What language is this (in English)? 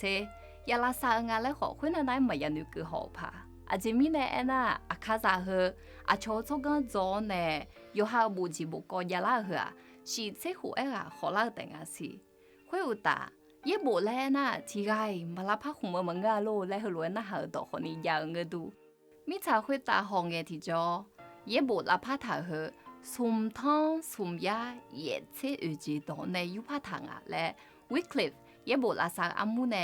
Akha